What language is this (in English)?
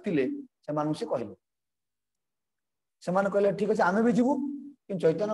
Odia